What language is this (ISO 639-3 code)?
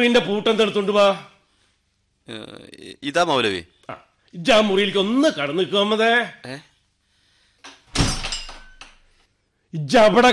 mal